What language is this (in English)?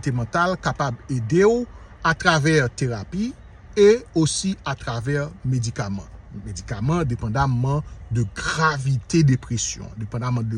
Haitian Creole